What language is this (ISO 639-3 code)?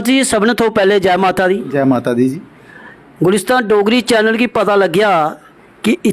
doi